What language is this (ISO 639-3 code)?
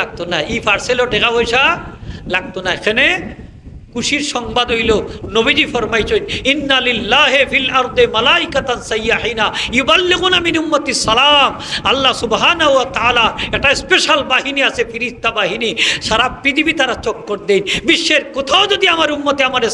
syl